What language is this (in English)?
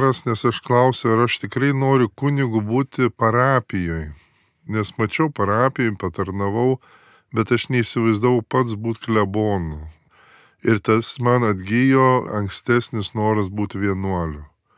Lithuanian